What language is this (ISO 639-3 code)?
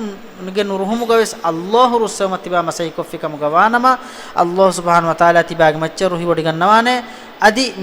div